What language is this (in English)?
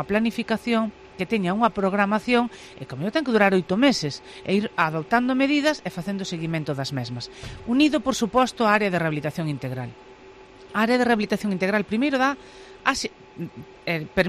Galician